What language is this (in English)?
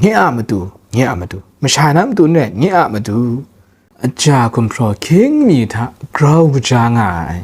Kachin